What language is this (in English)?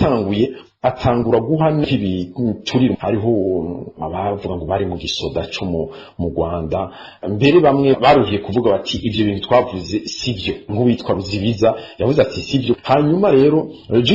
Rundi